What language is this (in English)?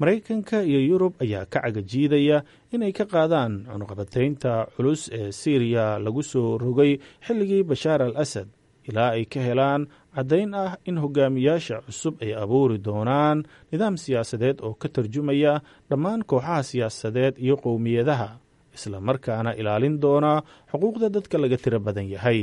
Somali